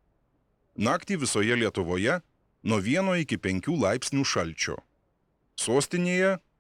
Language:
Lithuanian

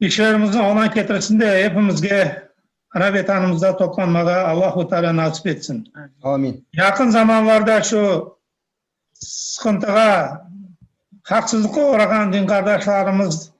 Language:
Crimean Tatar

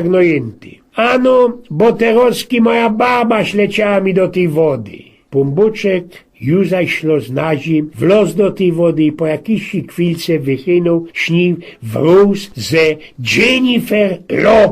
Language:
Silesian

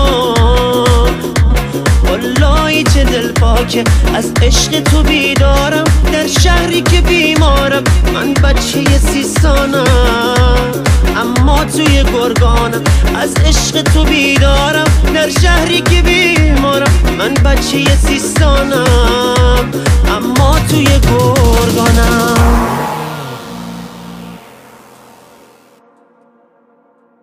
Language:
Persian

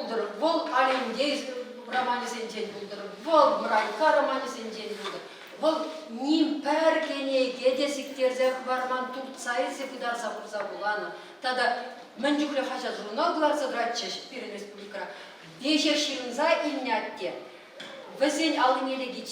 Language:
Chuvash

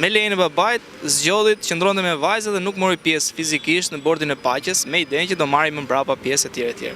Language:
Albanian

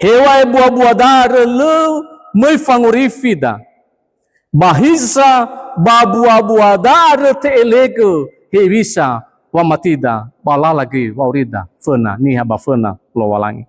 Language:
Nias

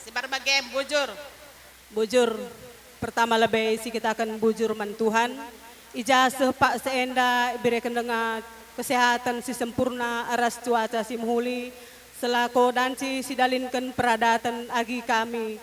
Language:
Batak Karo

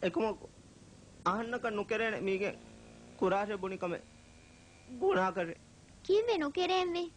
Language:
Divehi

